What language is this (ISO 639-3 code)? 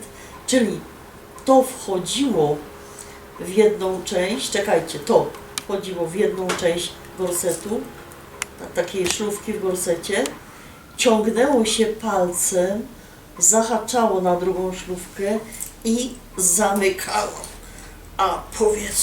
szl